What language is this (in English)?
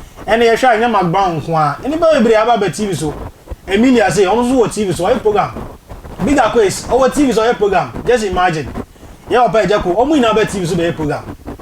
Akan